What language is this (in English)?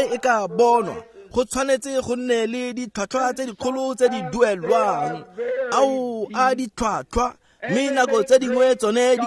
Tswana